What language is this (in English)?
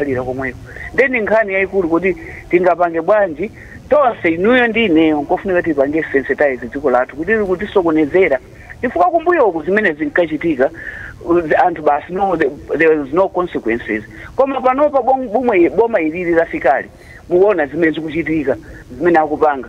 Nyanja